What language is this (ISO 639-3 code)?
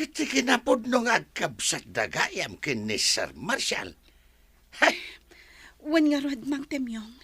ilo